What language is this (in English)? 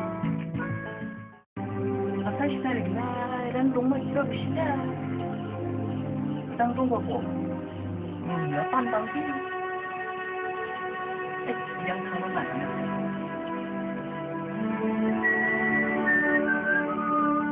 Malay